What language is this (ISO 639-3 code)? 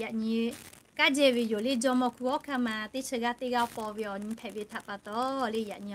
lhu